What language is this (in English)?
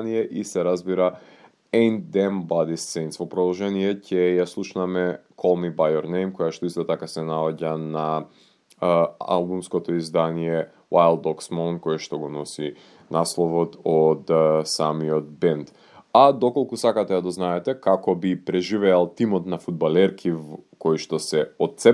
Macedonian